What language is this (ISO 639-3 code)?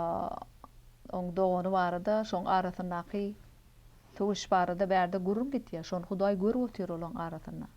tuk